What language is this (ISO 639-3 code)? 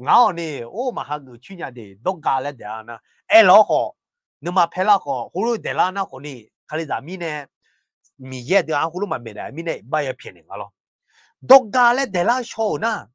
ahk